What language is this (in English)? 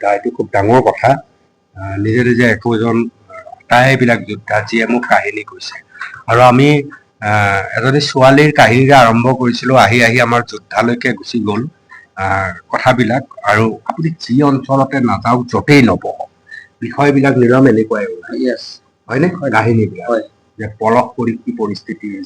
Assamese